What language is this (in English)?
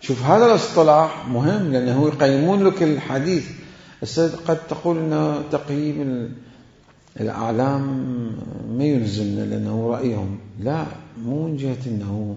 Mesopotamian Arabic